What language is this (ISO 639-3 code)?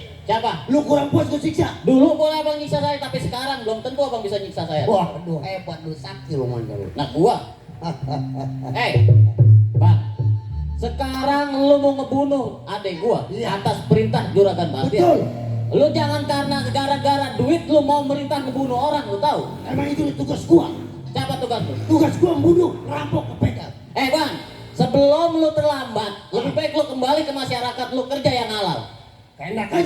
bew